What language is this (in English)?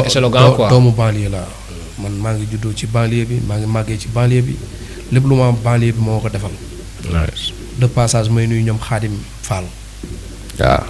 Wolof